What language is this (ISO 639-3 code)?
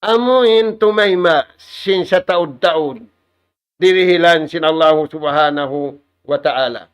tsg